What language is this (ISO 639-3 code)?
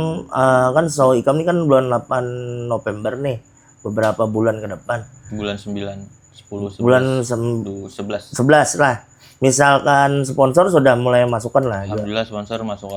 bjn